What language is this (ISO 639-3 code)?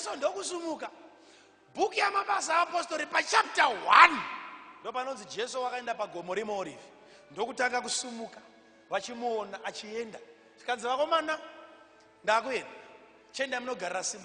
sna